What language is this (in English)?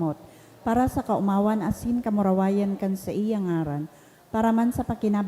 Bikol